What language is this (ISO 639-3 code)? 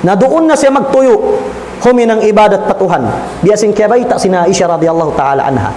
tsg